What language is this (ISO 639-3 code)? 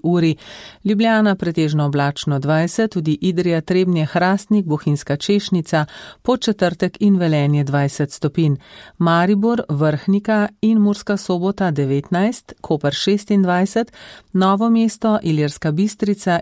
slv